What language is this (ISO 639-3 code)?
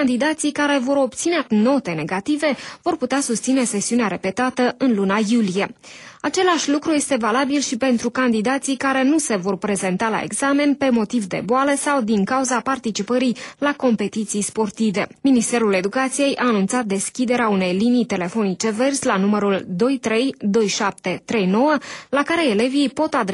ron